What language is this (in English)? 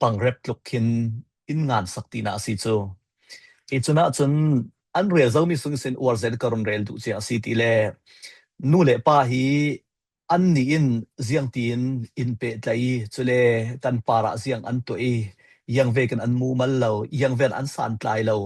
Falam Chin